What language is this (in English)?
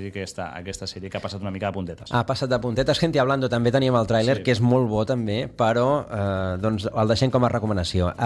Catalan